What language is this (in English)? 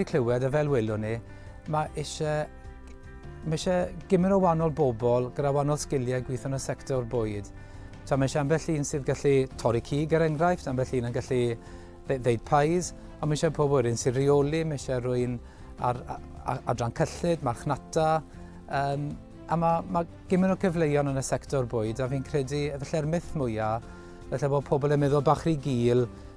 Welsh